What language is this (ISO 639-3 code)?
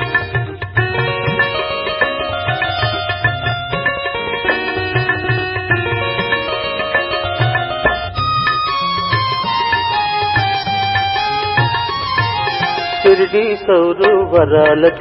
tel